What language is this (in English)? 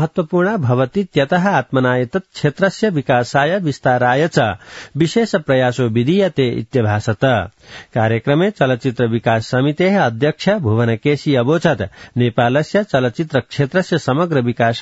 Sanskrit